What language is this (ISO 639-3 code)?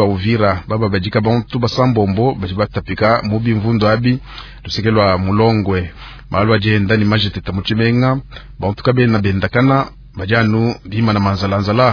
lua